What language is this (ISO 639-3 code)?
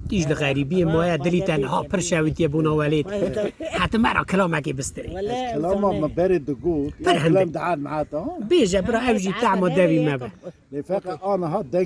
kur